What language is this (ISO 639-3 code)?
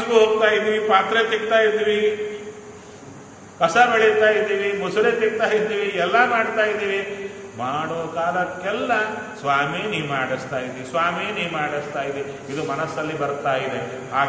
kan